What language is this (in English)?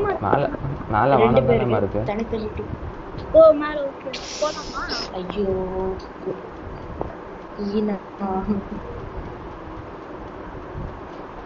Tamil